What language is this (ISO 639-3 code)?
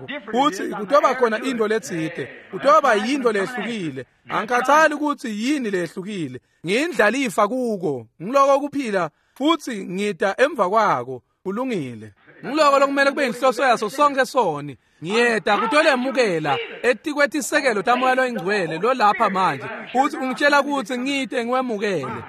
ssw